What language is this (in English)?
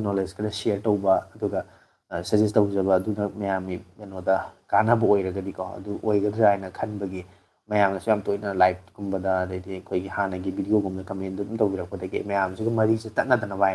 Manipuri